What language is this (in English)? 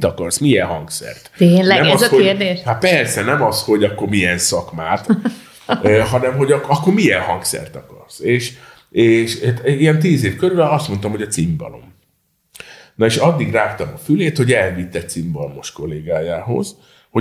Hungarian